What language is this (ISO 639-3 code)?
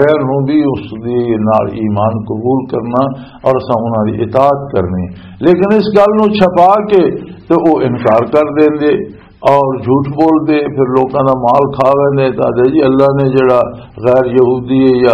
lah